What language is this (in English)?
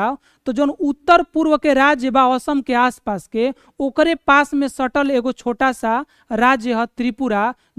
Bhojpuri